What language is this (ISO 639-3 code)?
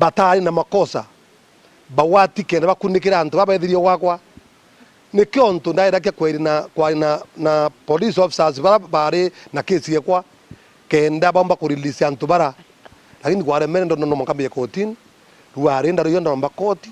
mer